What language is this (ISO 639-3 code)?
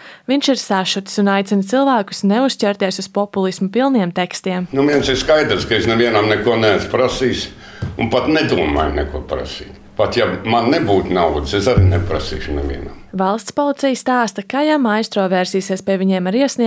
lav